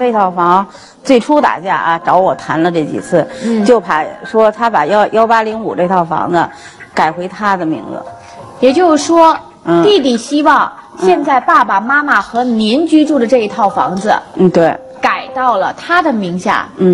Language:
Chinese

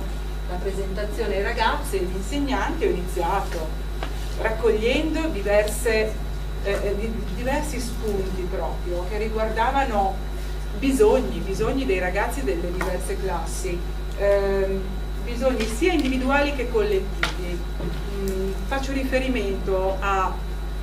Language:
Italian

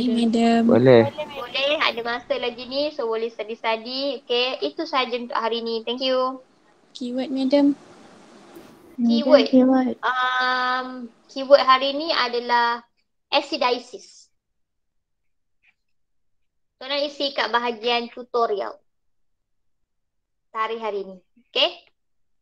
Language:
Malay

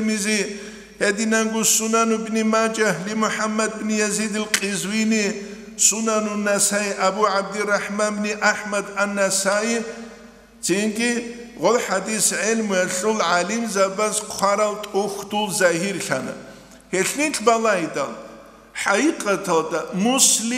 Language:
Avaric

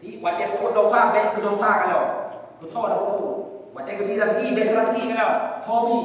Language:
Achinese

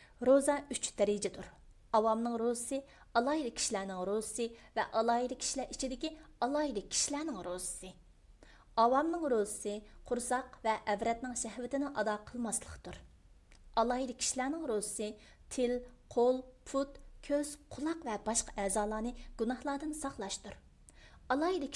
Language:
Uyghur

